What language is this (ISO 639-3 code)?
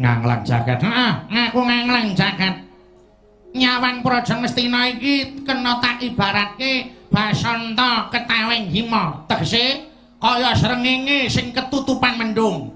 jav